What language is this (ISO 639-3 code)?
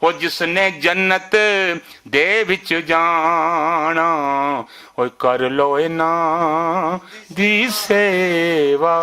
lah